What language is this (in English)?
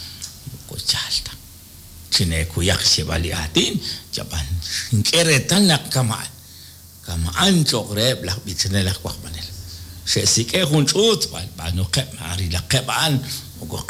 Kekchí